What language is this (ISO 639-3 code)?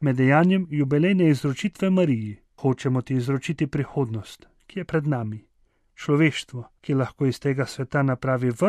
slv